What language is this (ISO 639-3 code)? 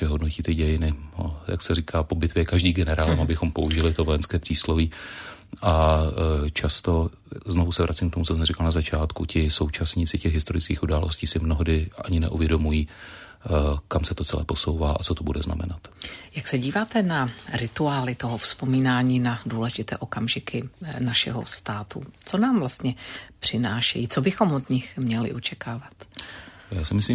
ces